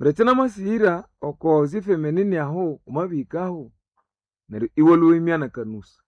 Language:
Nande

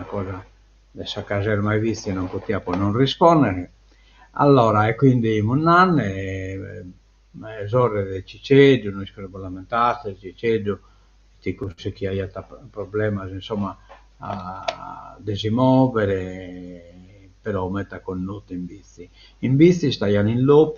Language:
Sardinian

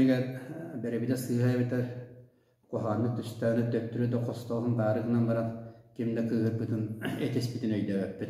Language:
Yakut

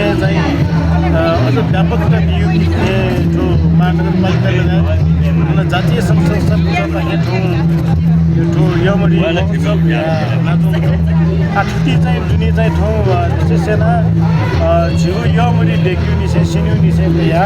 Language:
Newari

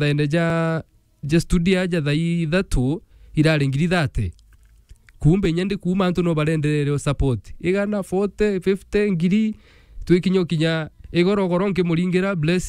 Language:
Meru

